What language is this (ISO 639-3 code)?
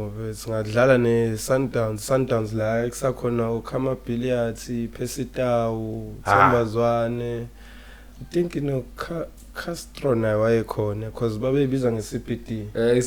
zul